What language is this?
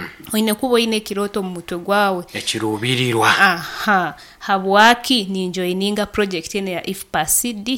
Nyoro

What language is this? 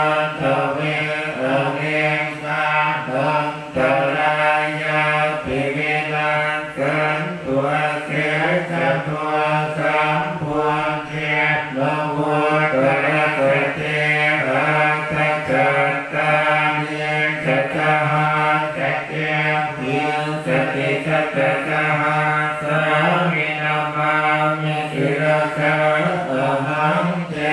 Pali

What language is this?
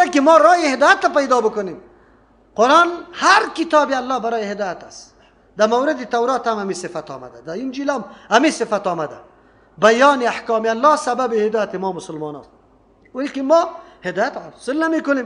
Persian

